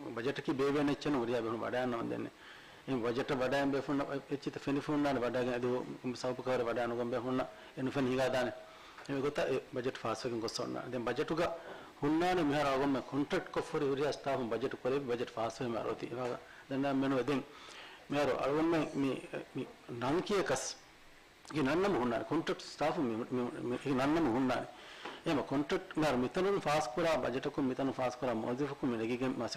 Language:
Divehi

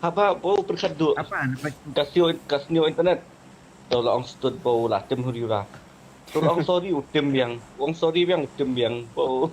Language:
Khasi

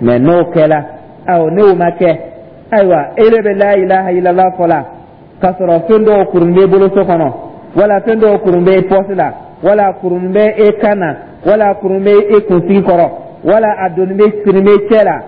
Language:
Dyula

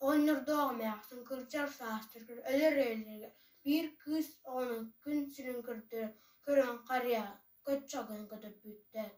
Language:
Yakut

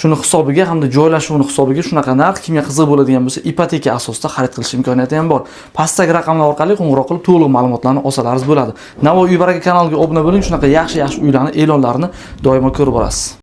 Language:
Uzbek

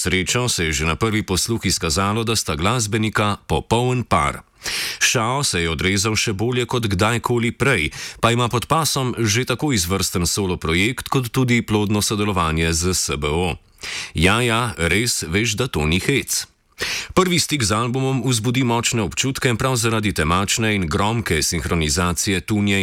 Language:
Slovenian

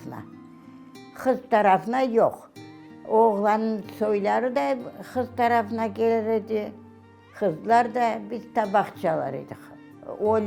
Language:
Crimean Tatar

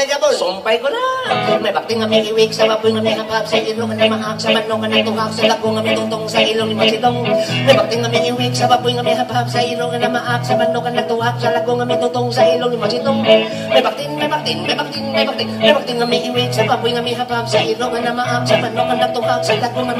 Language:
Cebuano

